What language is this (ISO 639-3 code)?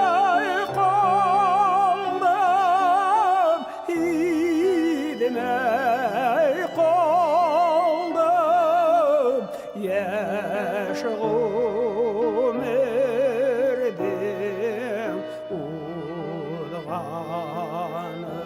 bak